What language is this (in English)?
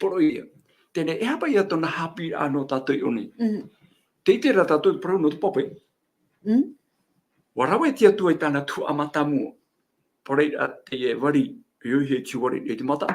Tahitian